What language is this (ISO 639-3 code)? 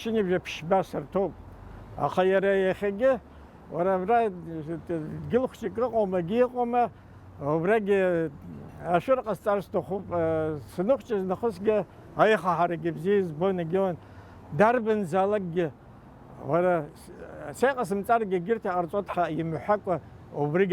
abk